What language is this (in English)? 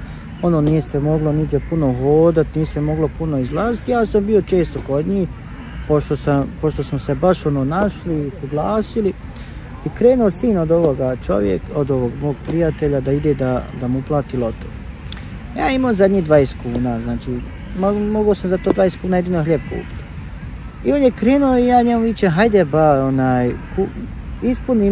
Bosnian